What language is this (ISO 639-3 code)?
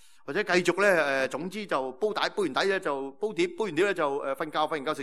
yue